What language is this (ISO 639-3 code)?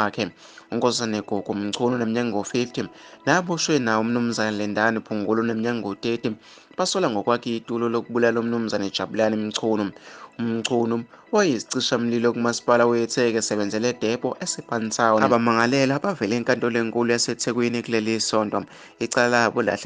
zul